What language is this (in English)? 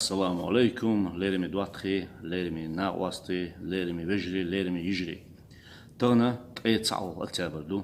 Chechen